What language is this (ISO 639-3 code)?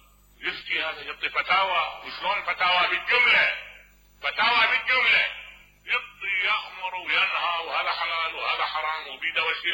acm